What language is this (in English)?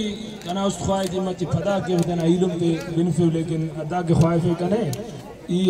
Brahui